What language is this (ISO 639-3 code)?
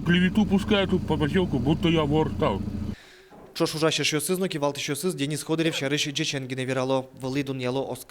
udm